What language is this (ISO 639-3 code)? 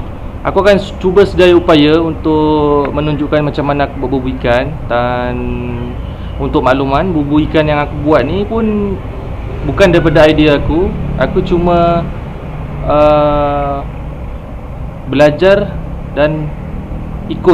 msa